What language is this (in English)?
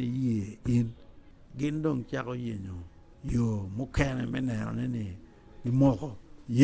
Acoli